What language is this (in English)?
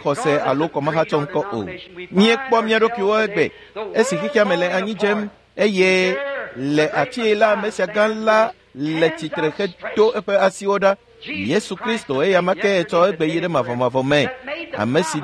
Ewe